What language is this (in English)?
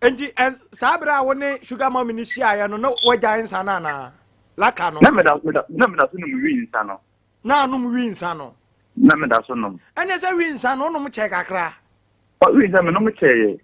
Akan